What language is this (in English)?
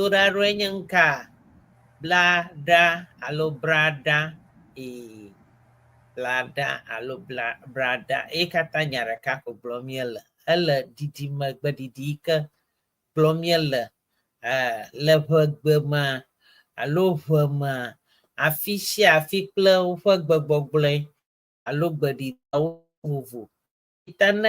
Ewe